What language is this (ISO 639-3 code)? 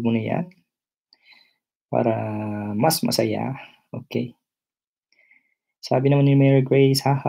fil